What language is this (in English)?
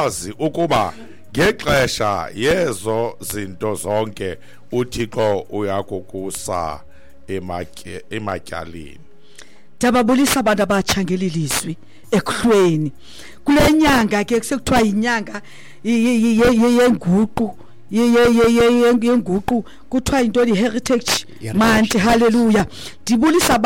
Xhosa